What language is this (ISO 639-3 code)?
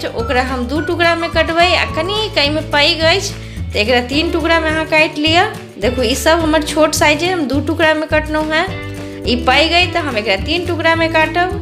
mai